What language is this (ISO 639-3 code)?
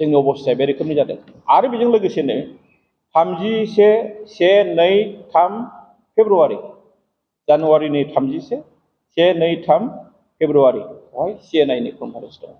brx